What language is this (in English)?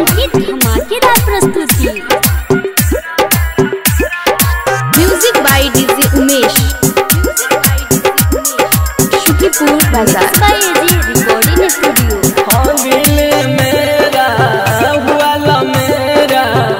Bhojpuri